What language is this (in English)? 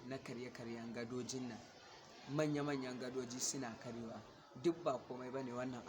Hausa